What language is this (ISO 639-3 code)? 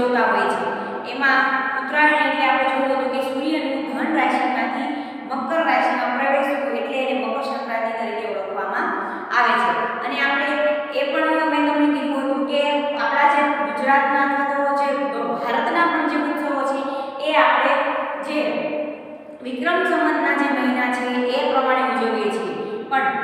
guj